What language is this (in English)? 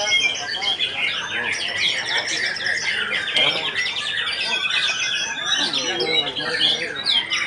Indonesian